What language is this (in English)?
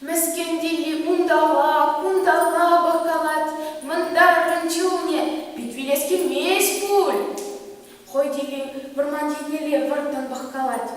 Chuvash